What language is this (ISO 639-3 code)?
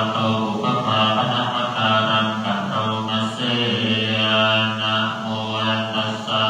pli